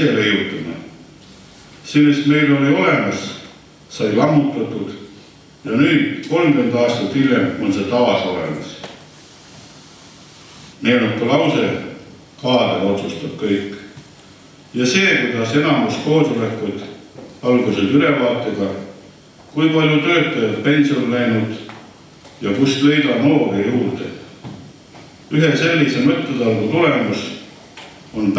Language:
Estonian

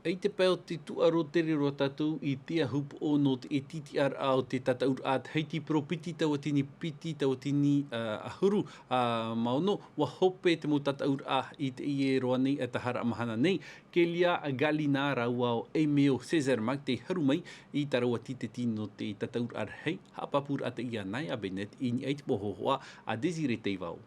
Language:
Tahitian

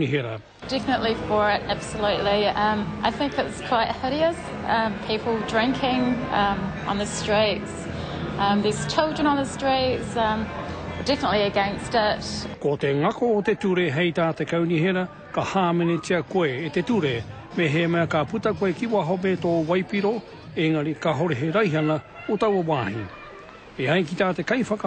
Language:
Māori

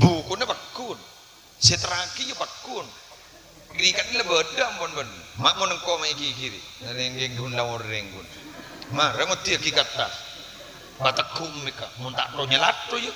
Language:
Madurese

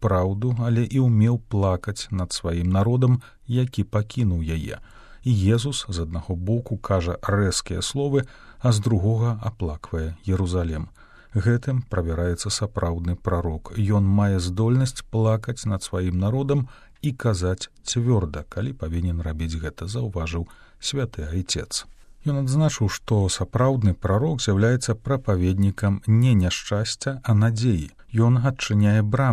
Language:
Belarusian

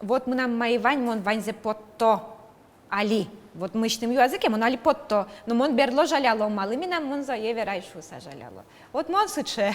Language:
Udmurt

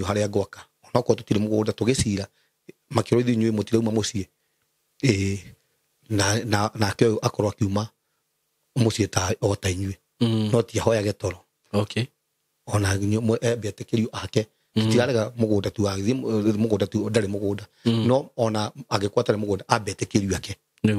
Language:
Kikuyu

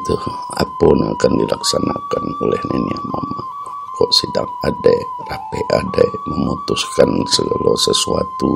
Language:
Minangkabau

